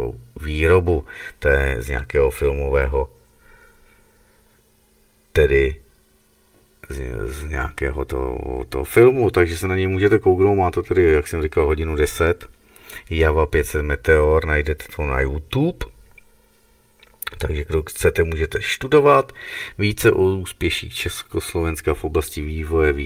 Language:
Czech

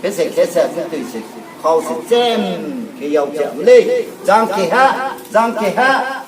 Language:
Riang (India)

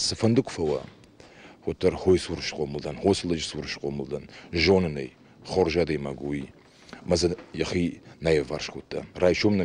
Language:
Ossetic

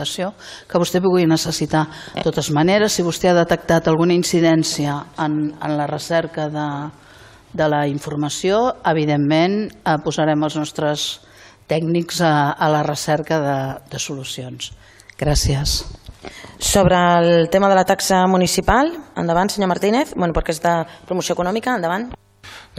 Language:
Catalan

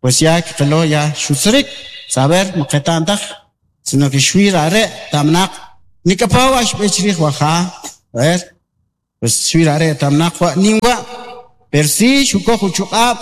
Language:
Kʼicheʼ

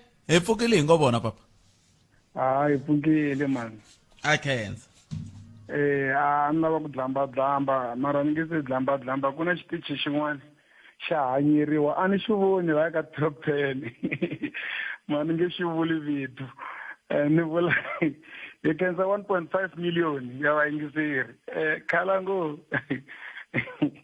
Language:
Tsonga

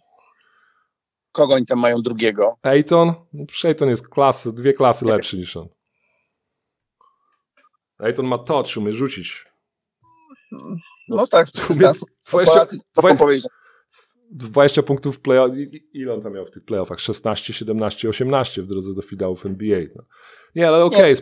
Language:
Polish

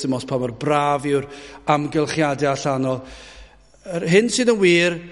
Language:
Welsh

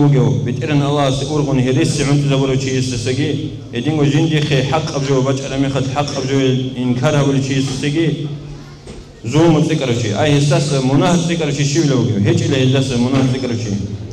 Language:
Avaric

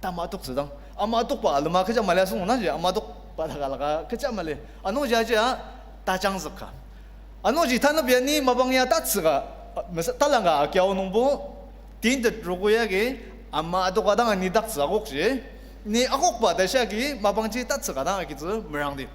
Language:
Ao Naga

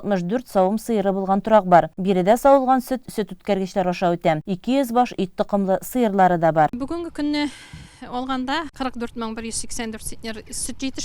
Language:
Tatar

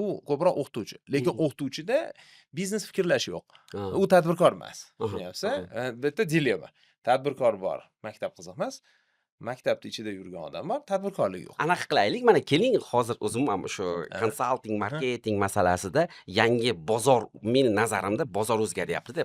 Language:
Uzbek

